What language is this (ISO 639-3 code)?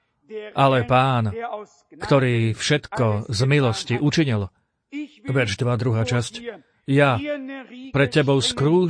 slk